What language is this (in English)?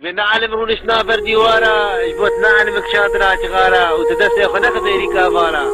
Kurdish